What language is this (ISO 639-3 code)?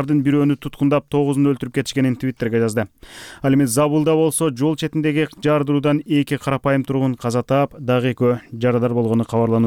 kir